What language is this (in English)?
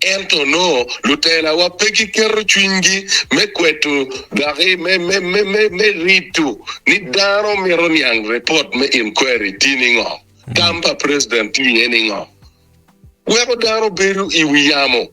Acoli